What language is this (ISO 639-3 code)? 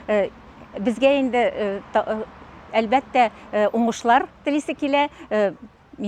tat